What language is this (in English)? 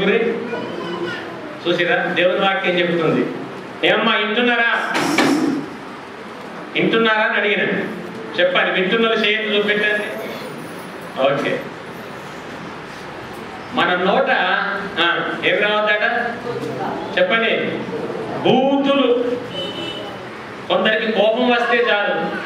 Telugu